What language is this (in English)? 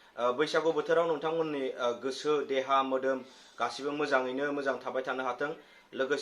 Bodo